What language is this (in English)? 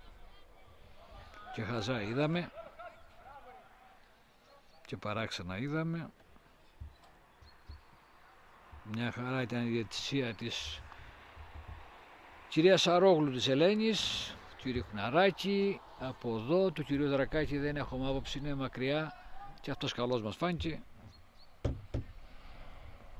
Greek